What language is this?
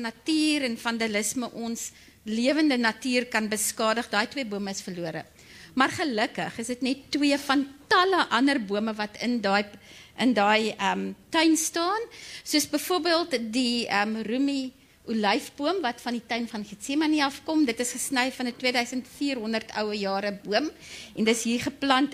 Afrikaans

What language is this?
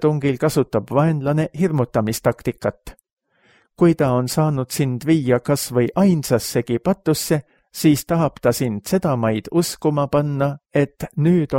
Estonian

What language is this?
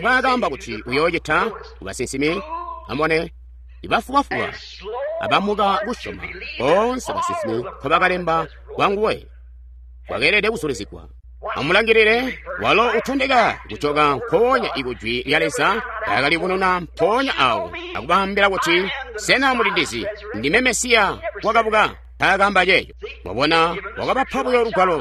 Tonga (Zambia)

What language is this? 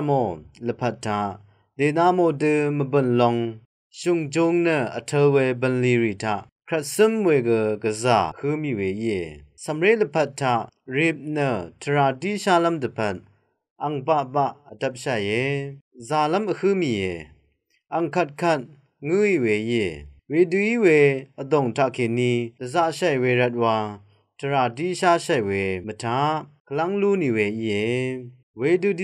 Rawang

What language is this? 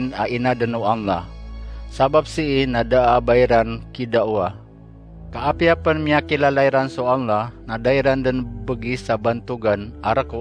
Maranao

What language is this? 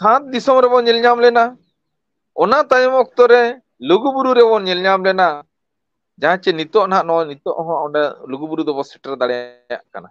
Santali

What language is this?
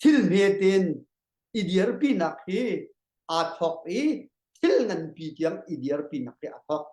Hakha Chin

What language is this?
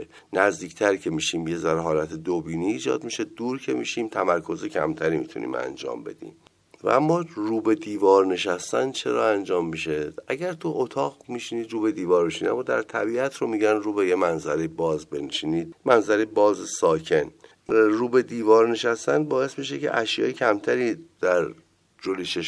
Persian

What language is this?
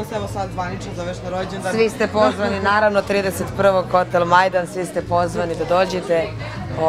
Serbian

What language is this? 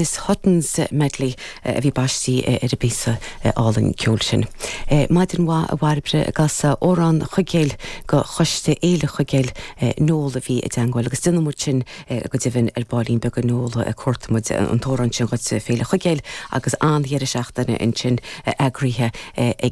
Irish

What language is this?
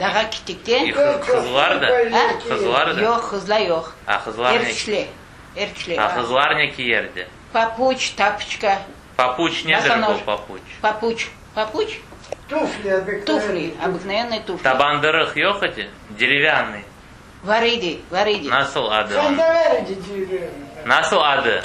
Crimean Tatar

